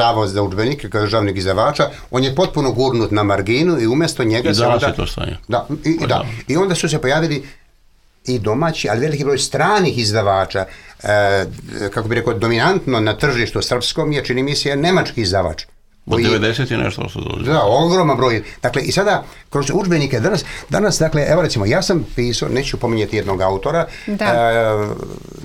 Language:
Serbian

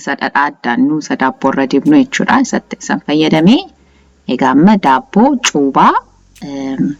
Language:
Oromo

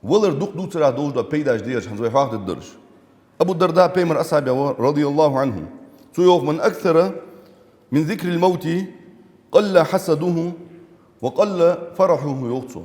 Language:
Ingush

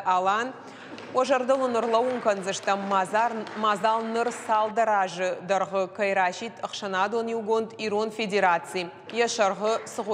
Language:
Ossetic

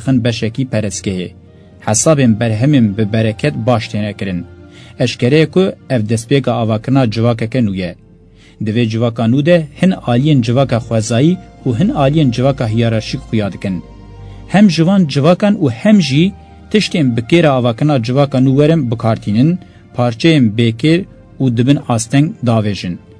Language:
Kurdish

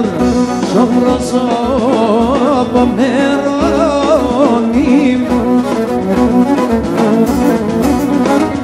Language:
Greek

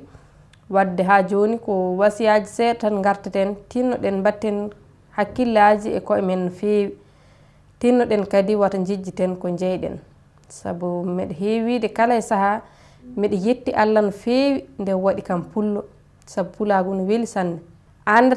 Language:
Fula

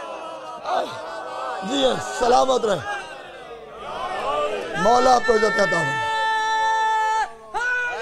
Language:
Urdu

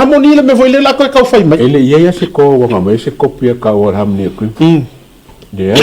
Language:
Samoan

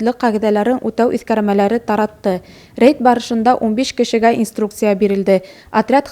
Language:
Bashkir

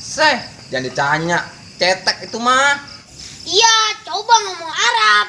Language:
Betawi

